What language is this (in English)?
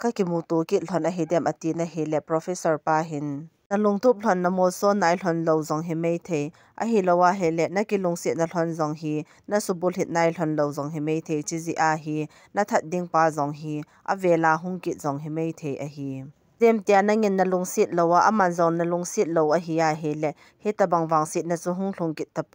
Thado Chin